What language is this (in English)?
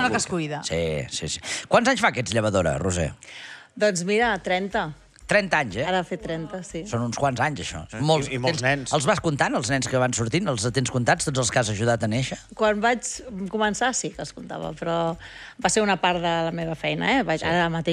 Catalan